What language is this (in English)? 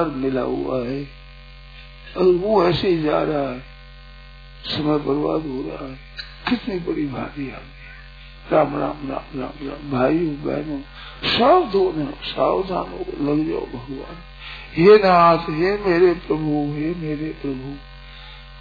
Hindi